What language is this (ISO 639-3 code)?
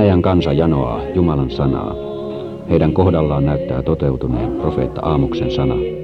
fin